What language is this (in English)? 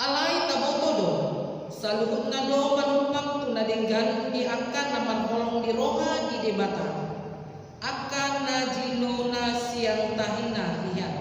Batak Toba